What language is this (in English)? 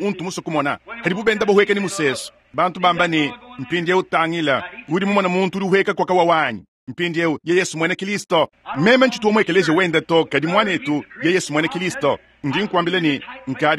Luba-Lulua